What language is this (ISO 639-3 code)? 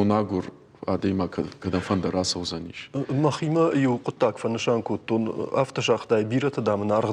oss